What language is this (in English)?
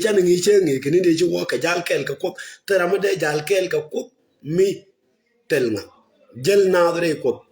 Nuer